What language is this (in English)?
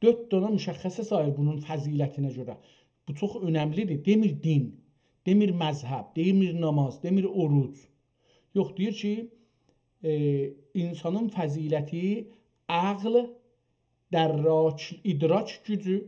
South Azerbaijani